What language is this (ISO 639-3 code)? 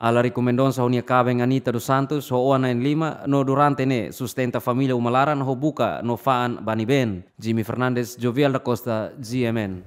tet